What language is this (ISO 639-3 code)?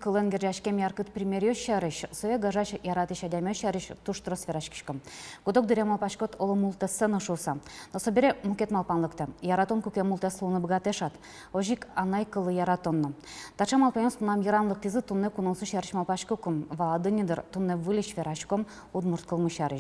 udm